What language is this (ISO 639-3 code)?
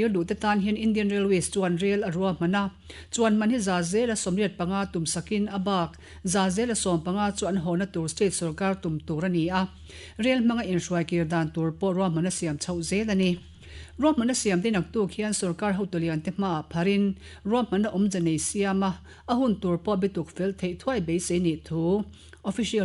lus